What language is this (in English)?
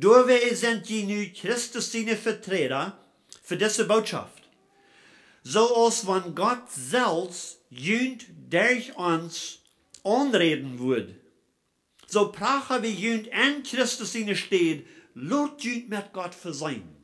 Plautdietsch